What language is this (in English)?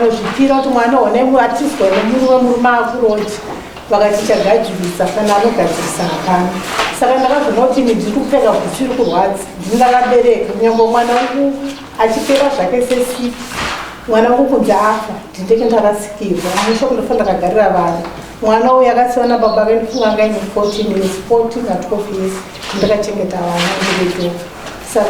Shona